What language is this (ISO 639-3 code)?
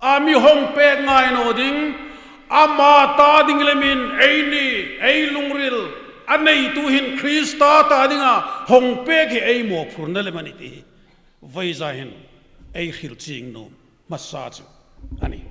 hmr